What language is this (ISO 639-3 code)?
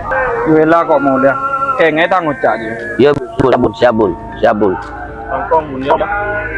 mad